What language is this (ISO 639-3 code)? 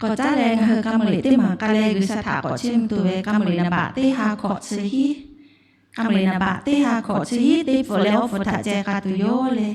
lhu